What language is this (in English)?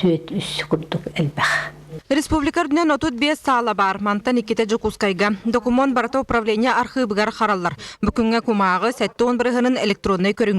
Yakut